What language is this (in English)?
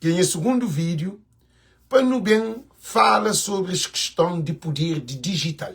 Kabuverdianu